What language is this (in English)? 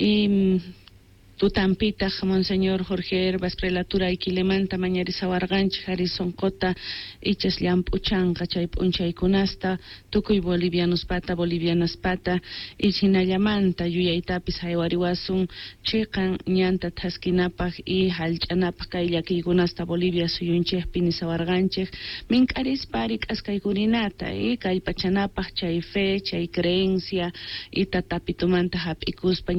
Quechua